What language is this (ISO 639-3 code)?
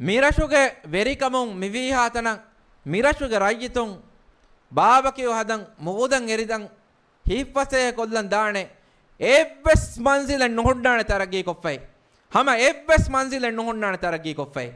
div